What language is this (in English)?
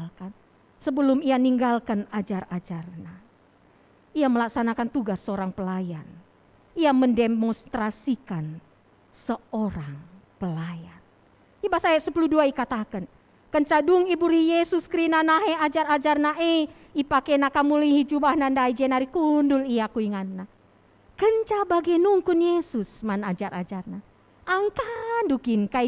Batak Karo